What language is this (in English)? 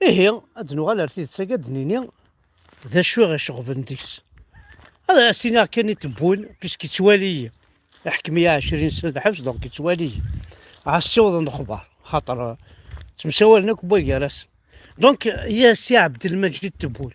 Kabyle